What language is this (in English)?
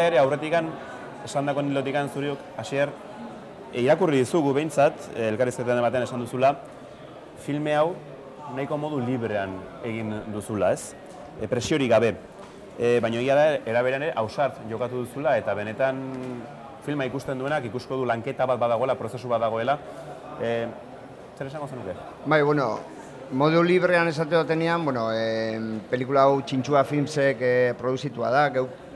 Basque